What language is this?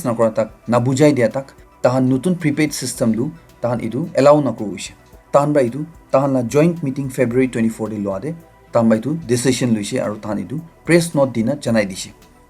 Naga Pidgin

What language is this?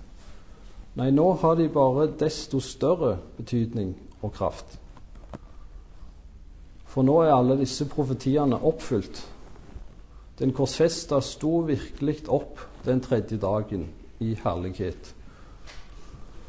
Norwegian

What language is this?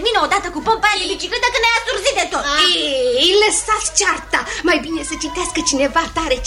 Romanian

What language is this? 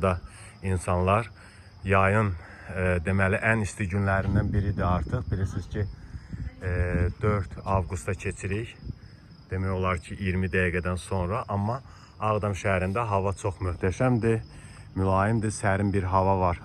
Azerbaijani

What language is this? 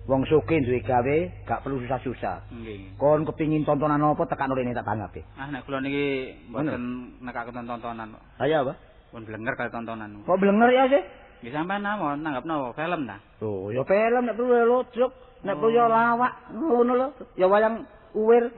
Javanese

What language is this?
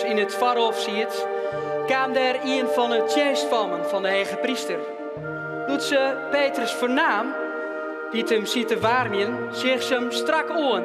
Western Frisian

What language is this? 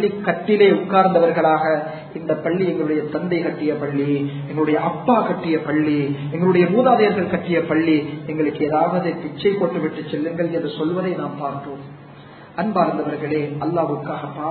Tamil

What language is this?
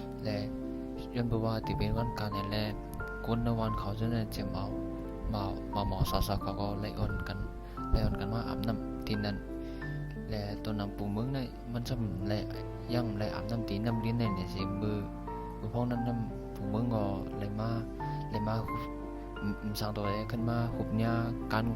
Shan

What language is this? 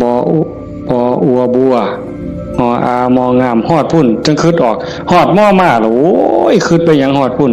Northeastern Thai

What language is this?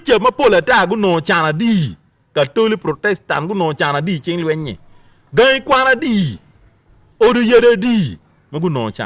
Acoli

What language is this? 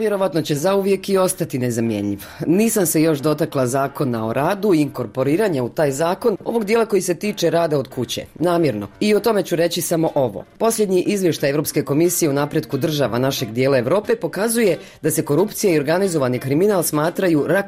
Bosnian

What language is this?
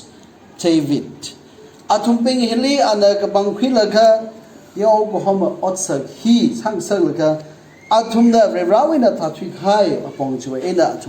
Tangkhul Naga (India)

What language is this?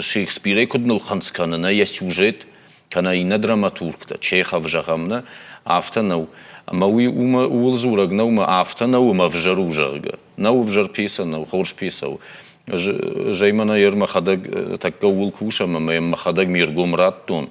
Ossetic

